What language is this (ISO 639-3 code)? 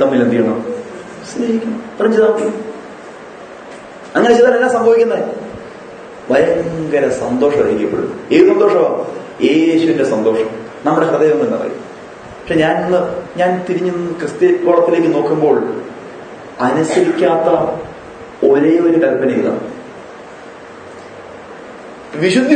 mal